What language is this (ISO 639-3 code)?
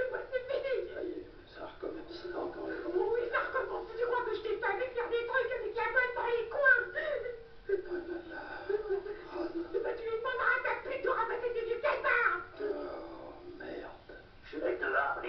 fra